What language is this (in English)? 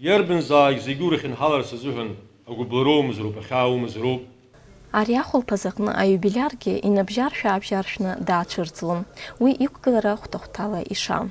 Abkhazian